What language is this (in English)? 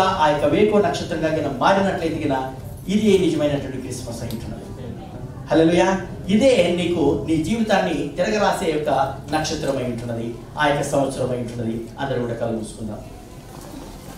Telugu